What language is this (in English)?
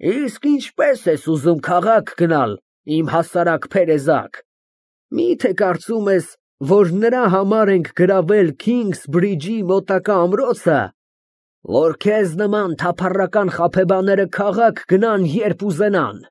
Armenian